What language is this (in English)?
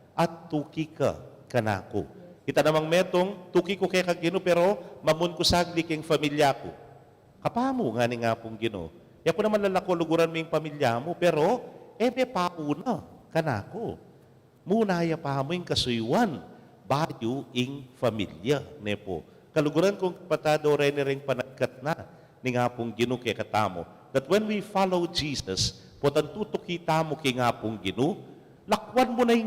Pampanga